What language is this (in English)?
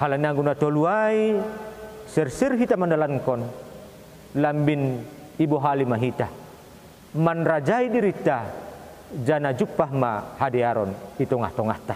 Batak Simalungun